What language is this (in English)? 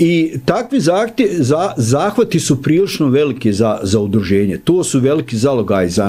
Bosnian